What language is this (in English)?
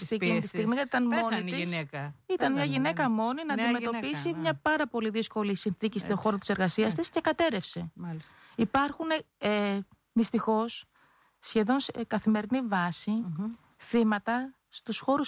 Greek